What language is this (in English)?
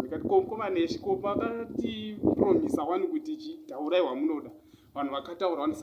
Shona